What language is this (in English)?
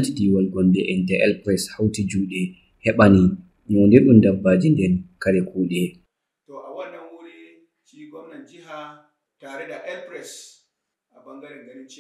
Fula